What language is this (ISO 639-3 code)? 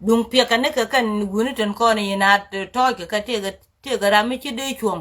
nus